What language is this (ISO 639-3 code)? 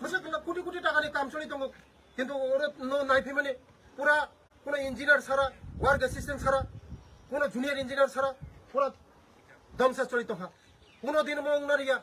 trp